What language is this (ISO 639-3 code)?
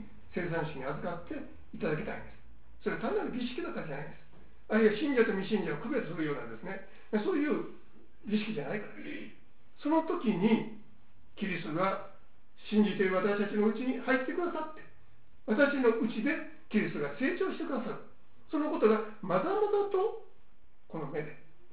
jpn